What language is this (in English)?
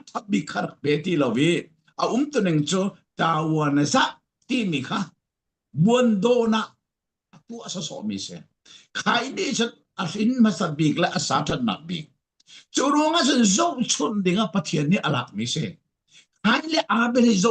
Falam Chin